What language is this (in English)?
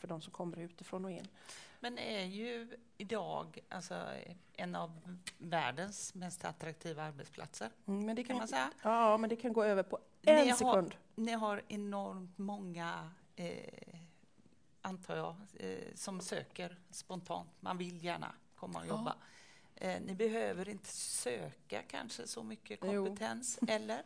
Swedish